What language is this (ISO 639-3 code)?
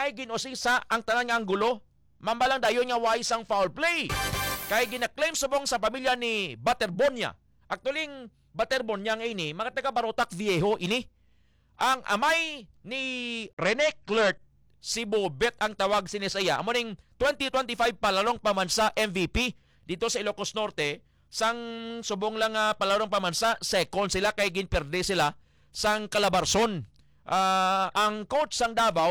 hil